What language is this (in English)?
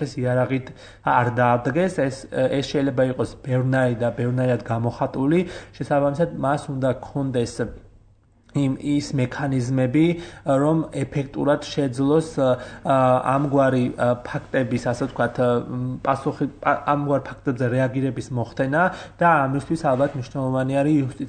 Georgian